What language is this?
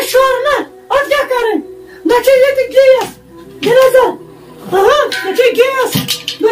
Kashmiri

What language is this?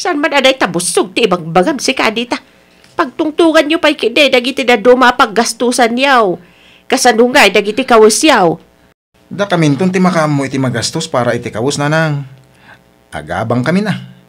Iloko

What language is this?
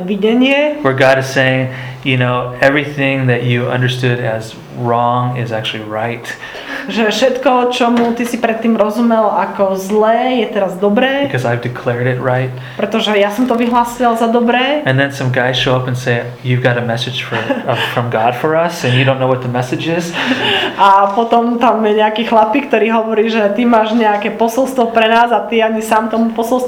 Slovak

